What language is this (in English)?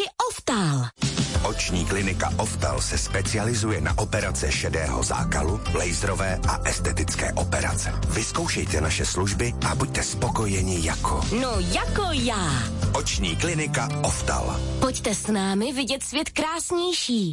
Czech